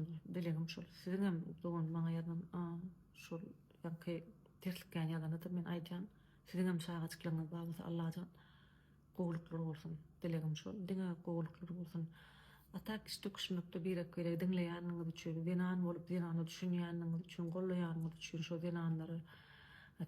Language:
Turkmen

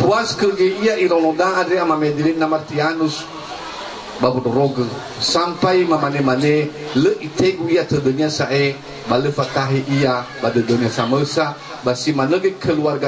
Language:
Nias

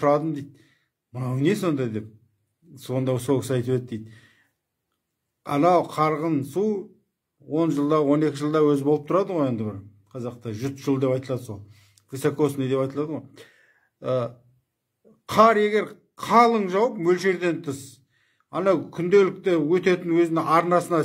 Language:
Kazakh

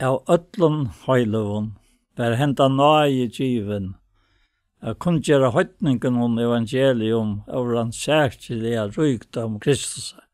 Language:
Faroese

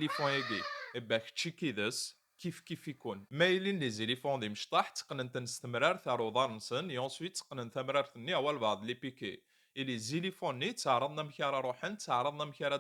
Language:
Kabyle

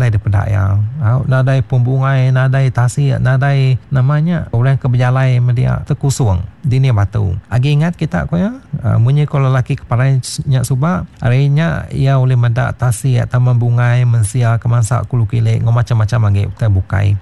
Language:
Iban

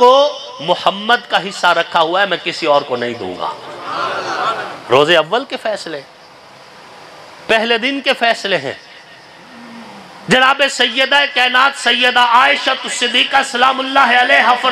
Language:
Urdu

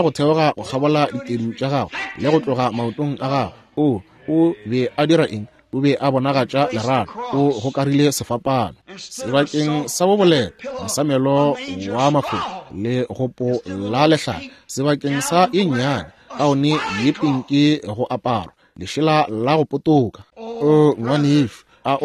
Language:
Northern Sotho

